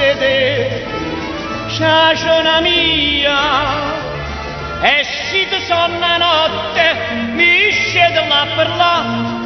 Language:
Neapolitan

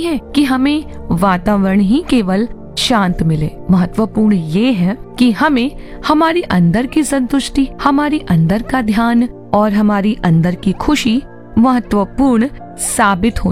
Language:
Hindi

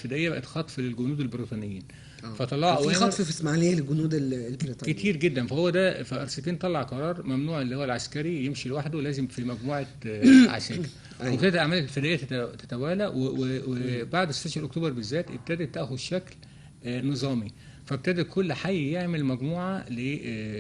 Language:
Egyptian Arabic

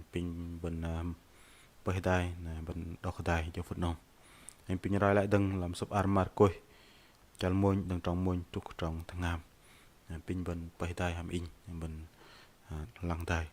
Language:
Bahnar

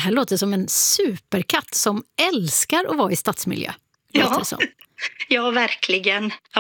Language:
Swedish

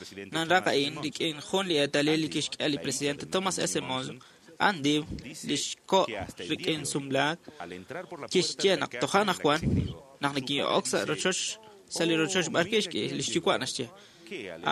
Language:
Kekchí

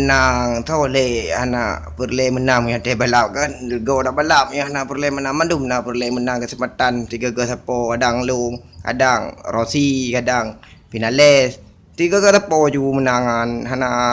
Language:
Achinese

